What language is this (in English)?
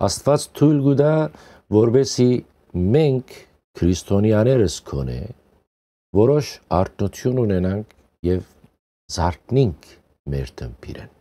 Western Armenian